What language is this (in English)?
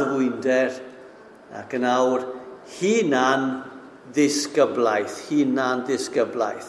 Welsh